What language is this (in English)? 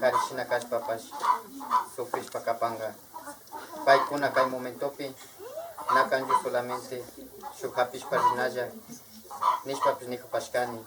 Imbabura Highland Quichua